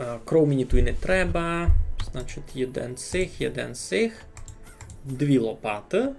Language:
Rusyn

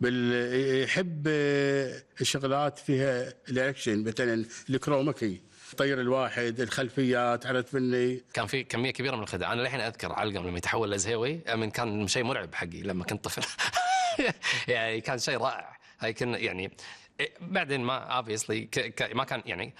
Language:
Gulf Arabic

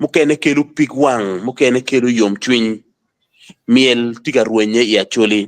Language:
Acoli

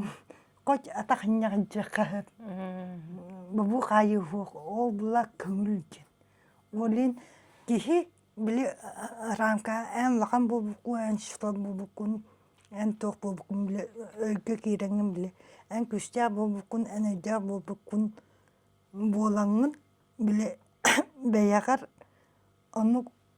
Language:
Yakut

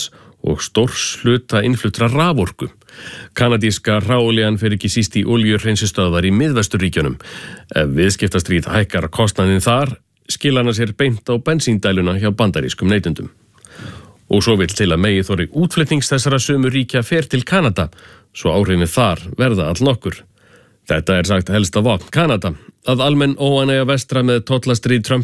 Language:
Icelandic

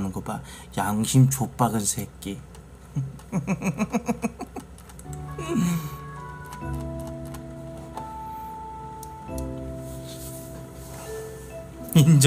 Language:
Korean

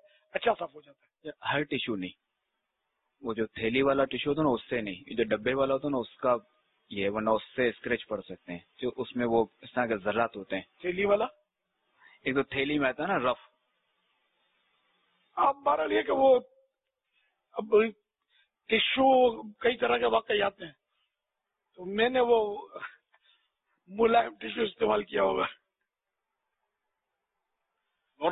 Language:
Urdu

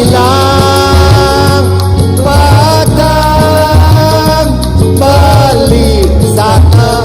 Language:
Balinese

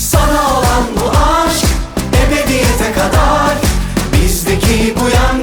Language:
Turkish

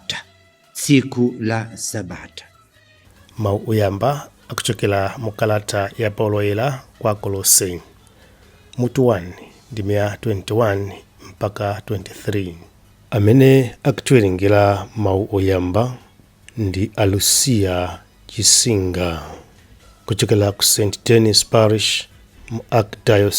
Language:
Nyanja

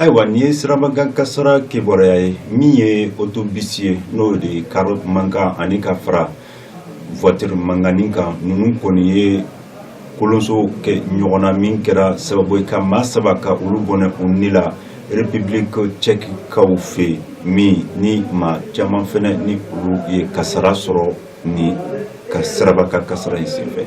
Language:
Bambara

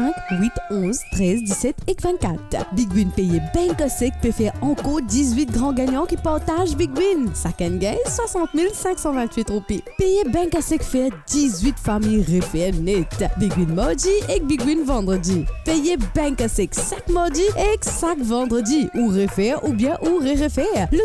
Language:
Morisyen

